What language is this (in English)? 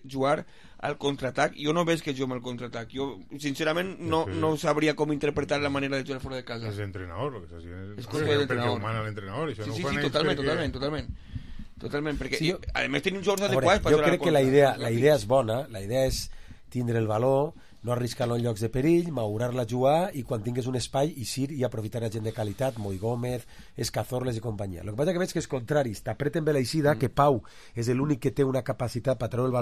Catalan